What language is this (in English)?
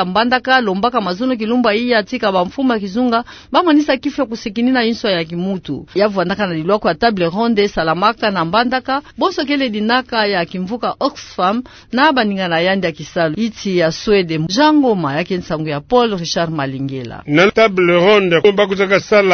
Kituba (Democratic Republic of Congo)